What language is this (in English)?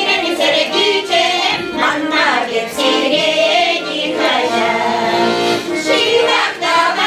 Chuvash